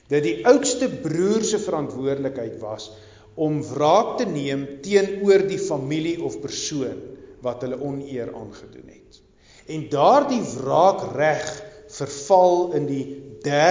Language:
Afrikaans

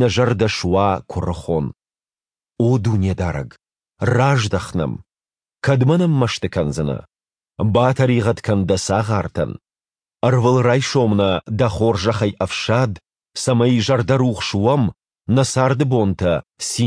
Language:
Ossetic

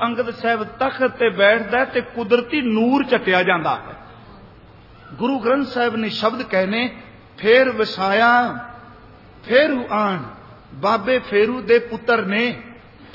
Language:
Punjabi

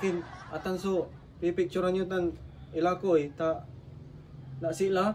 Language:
Pangasinan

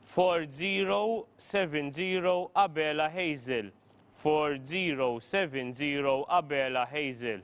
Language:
English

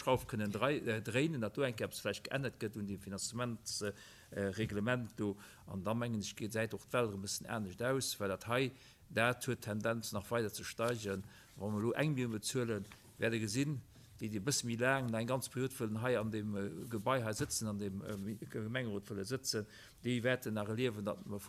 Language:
Luxembourgish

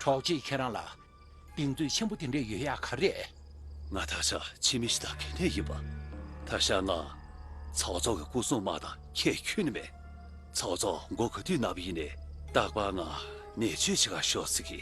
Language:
Tibetan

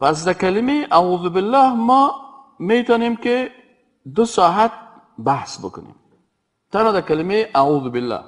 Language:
Persian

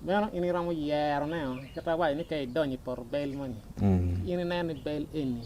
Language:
Acoli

